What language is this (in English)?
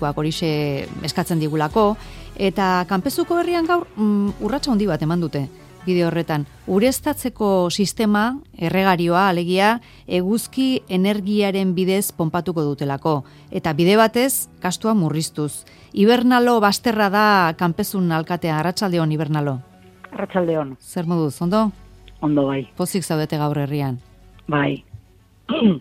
Basque